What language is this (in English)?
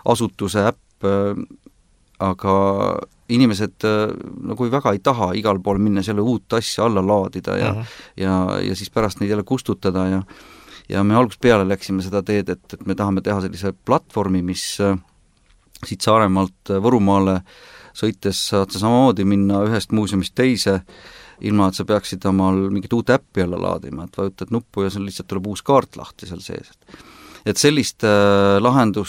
Estonian